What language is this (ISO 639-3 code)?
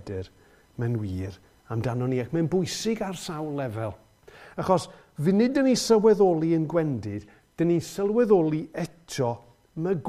cym